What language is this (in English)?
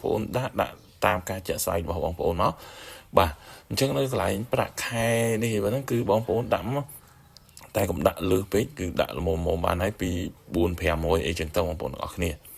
Khmer